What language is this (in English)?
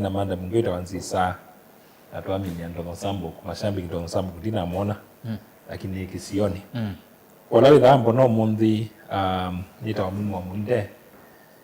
Kamba